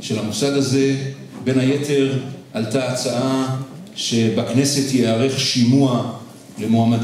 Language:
Hebrew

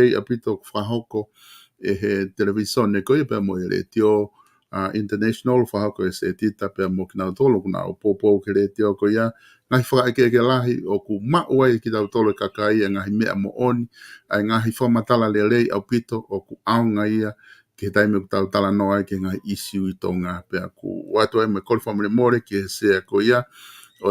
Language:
Tongan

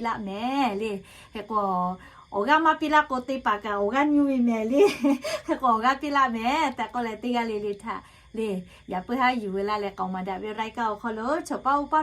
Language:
Lahu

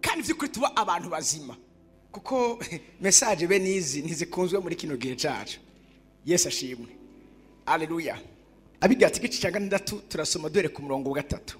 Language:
Rundi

